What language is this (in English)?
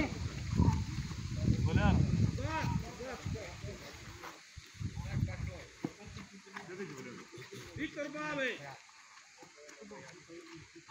Ukrainian